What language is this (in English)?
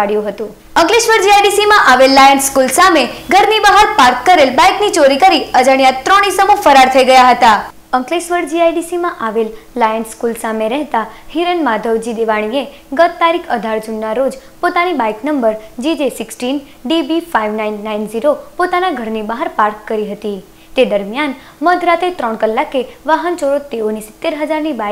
Gujarati